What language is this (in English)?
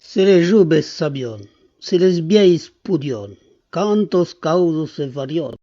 Occitan